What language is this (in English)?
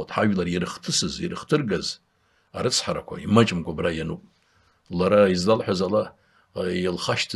Abkhazian